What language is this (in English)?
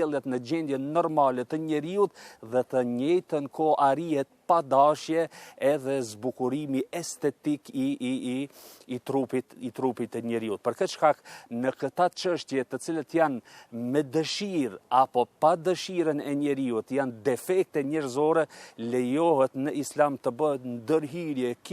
Albanian